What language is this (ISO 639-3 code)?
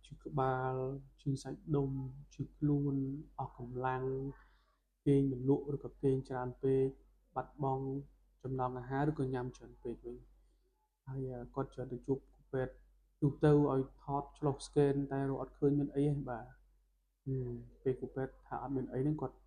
khm